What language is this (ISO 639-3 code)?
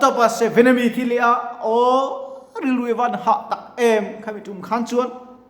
lus